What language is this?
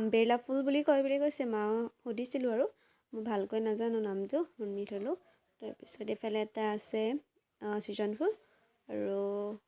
Assamese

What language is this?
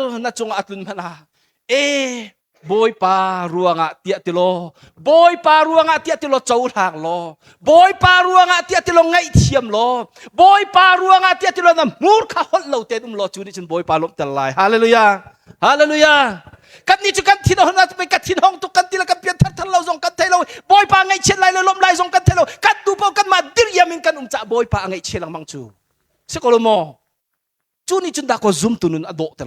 Hakha Chin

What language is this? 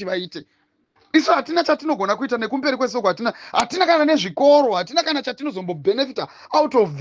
Shona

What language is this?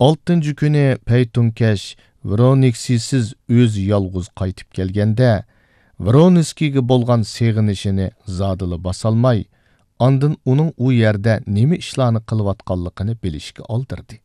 Uyghur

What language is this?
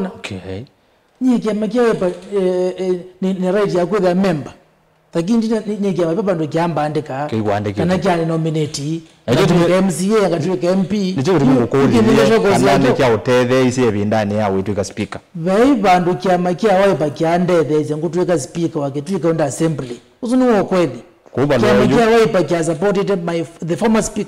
Kamba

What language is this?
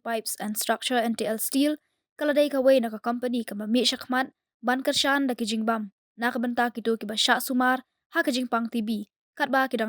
Khasi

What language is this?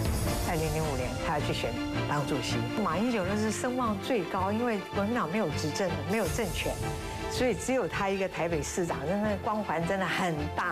Chinese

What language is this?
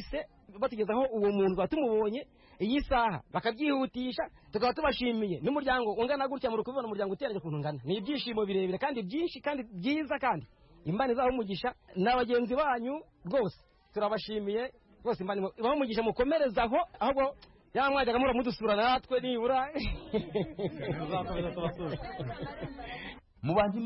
Kinyarwanda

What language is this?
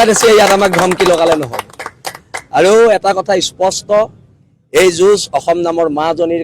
Assamese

